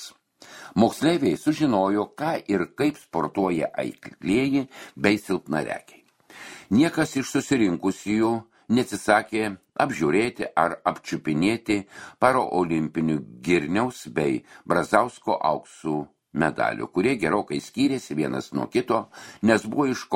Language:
Lithuanian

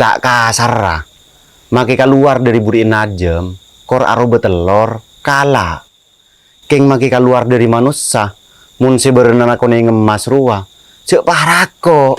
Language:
Madurese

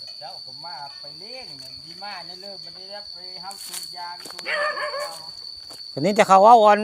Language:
Northeastern Thai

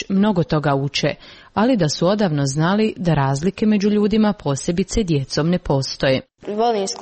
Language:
Croatian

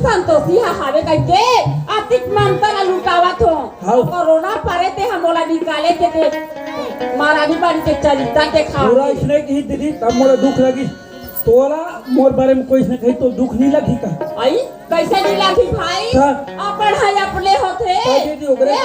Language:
Chhattisgarhi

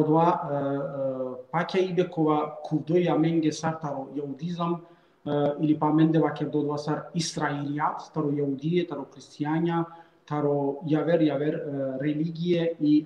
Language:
Balkan Romani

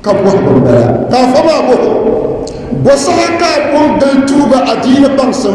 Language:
Dagbani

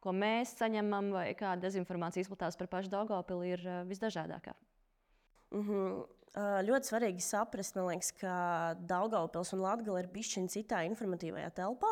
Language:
Latvian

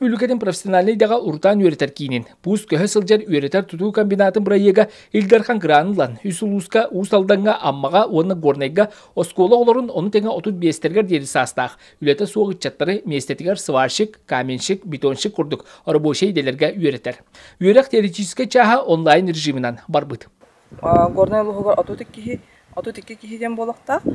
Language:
Yakut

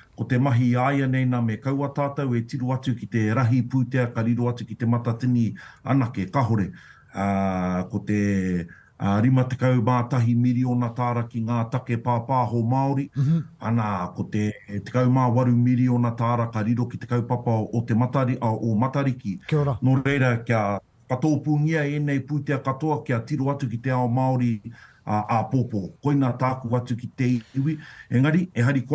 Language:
Māori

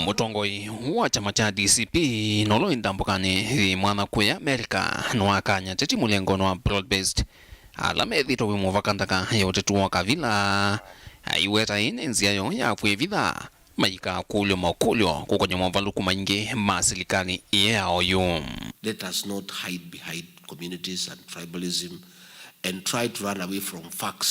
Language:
Kamba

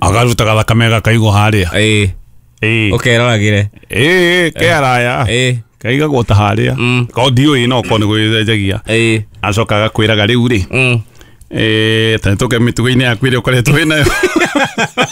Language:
Kikuyu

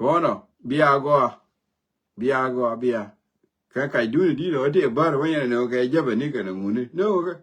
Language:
Nuer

